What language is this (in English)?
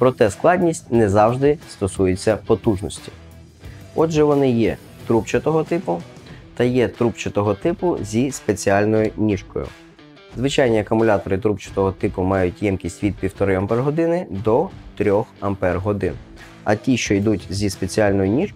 Ukrainian